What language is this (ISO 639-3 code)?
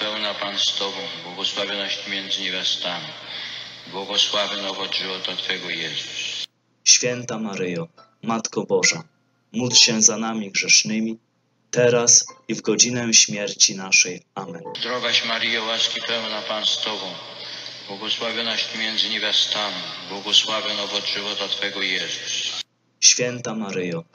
pol